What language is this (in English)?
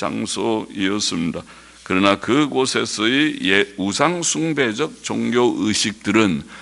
Korean